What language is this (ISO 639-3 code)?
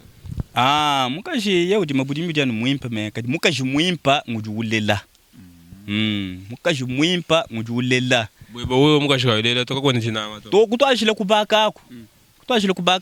lua